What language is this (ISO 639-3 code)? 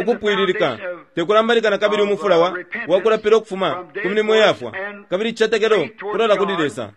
bem